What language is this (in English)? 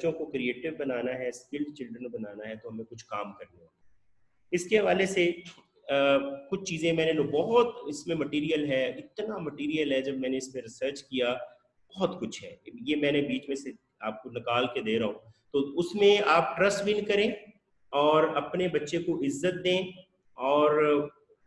Urdu